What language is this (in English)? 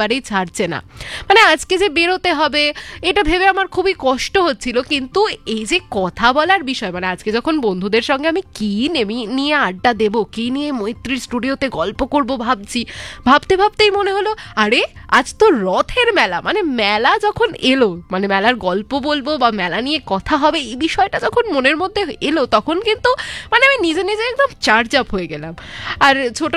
Bangla